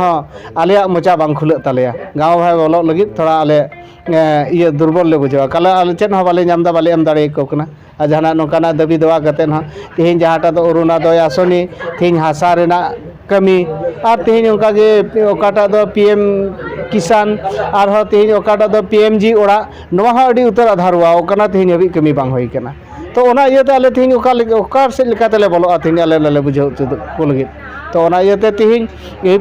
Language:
Santali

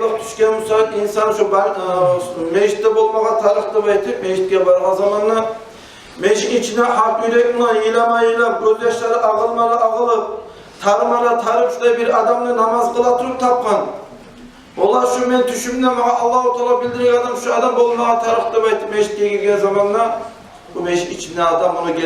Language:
Kumyk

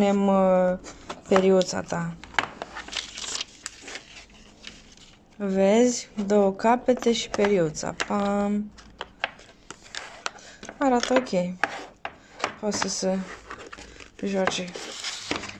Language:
Romanian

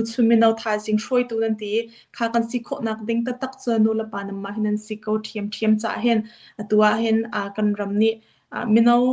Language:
Hakha Chin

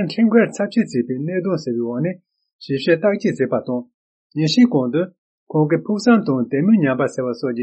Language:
Tibetan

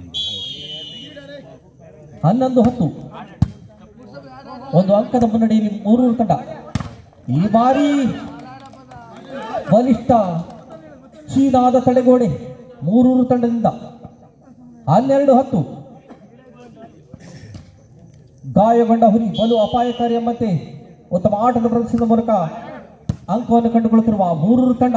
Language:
Kannada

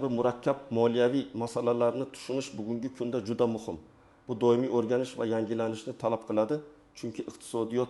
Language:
Uzbek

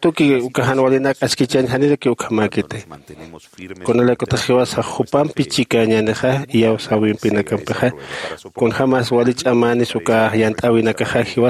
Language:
Aymara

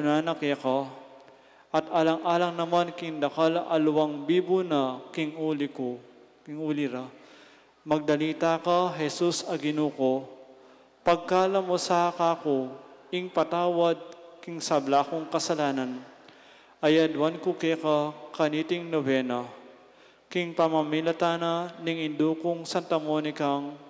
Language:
Pampanga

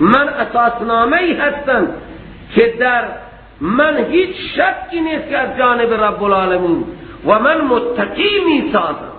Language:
Persian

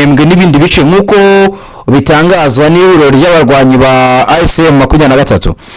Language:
Kinyarwanda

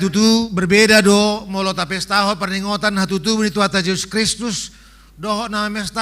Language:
Batak Toba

